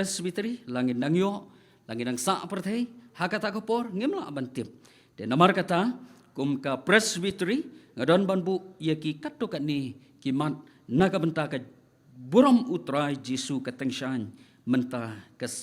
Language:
Khasi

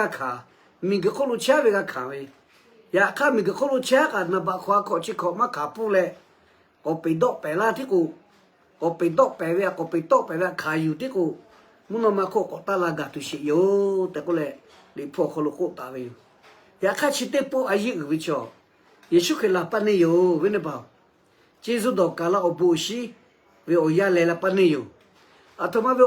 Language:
Lahu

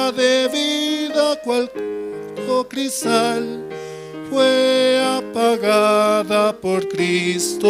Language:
South Bolivian Quechua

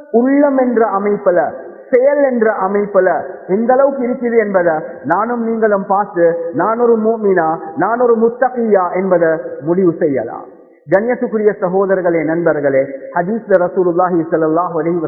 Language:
Tamil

